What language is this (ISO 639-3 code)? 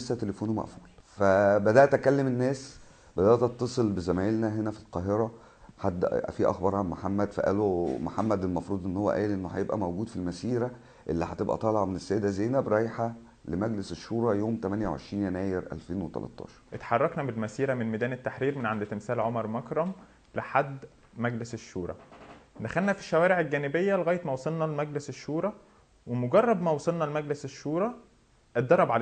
arz